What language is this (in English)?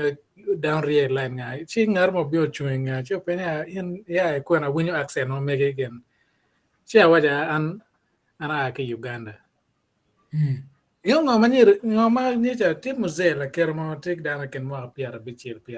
Acoli